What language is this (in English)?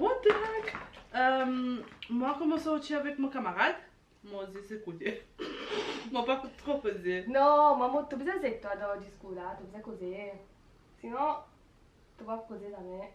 Morisyen